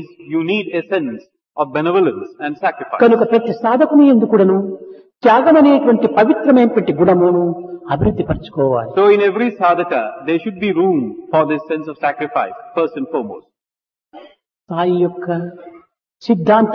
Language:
Telugu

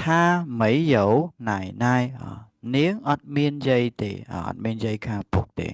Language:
Khmer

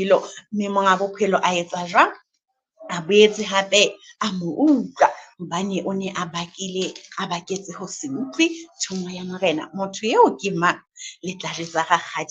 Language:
Southern Sotho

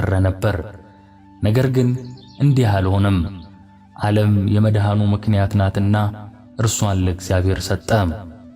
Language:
Amharic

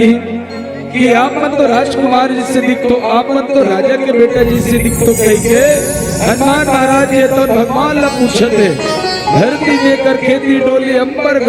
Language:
Chhattisgarhi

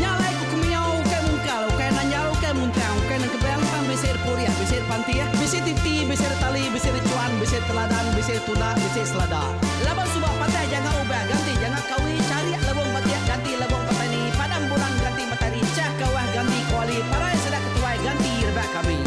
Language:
Iban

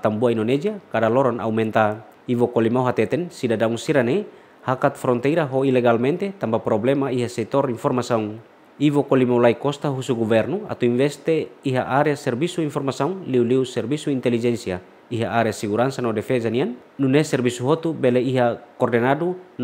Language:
Tetum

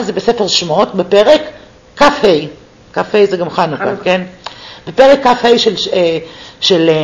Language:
Hebrew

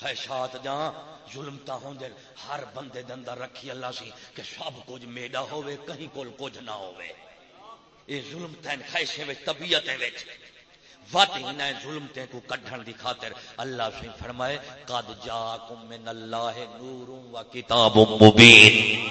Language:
Saraiki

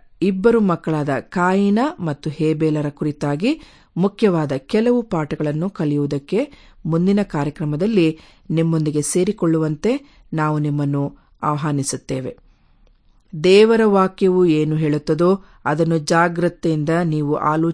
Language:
Kannada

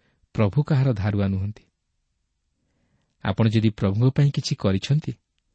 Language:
Odia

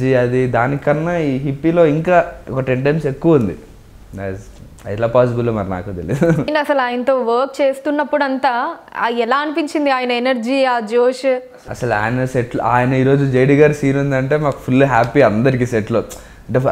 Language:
Telugu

